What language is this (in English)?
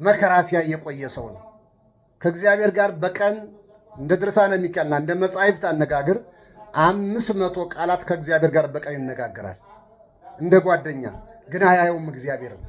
Amharic